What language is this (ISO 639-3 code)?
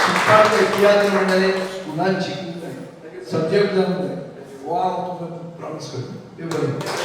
kok